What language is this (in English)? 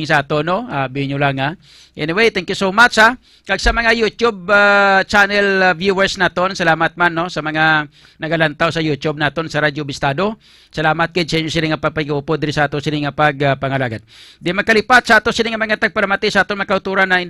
Hiligaynon